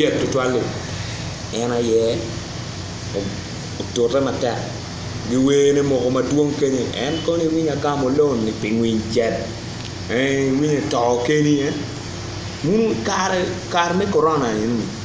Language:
Acoli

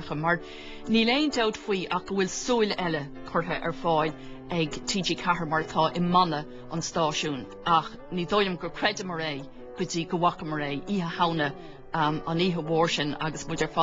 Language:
Irish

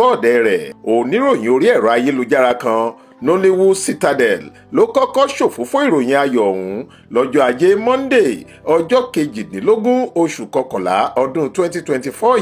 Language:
Yoruba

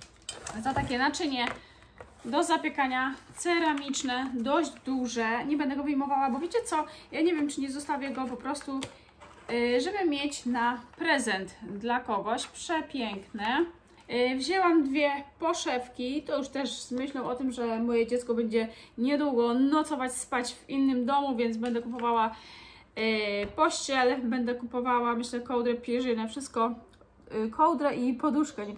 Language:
Polish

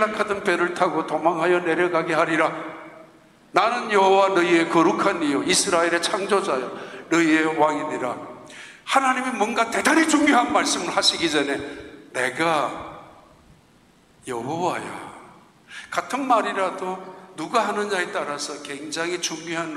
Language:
Korean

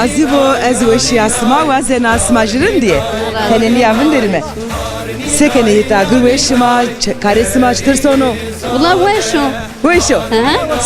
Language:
Zaza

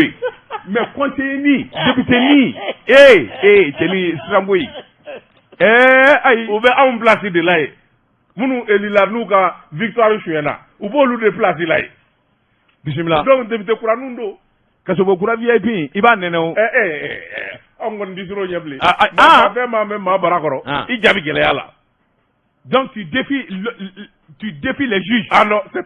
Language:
Bambara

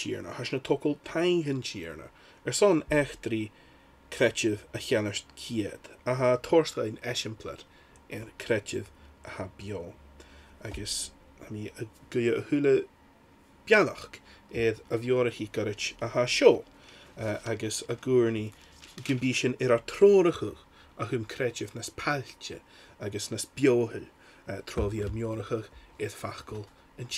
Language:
Scottish Gaelic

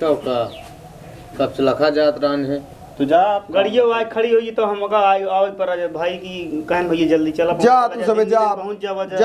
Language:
Awadhi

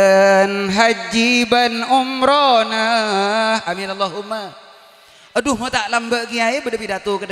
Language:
Madurese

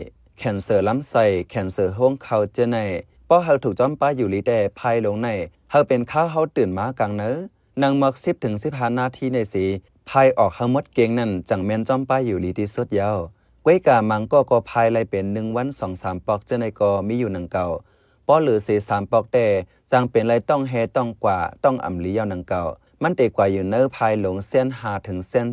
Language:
Shan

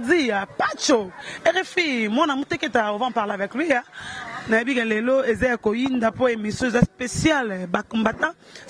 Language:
Lingala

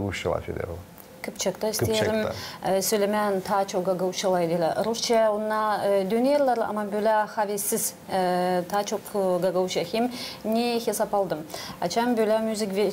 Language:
Gagauz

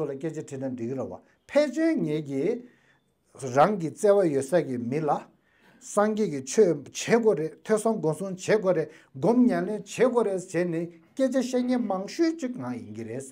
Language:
Tibetan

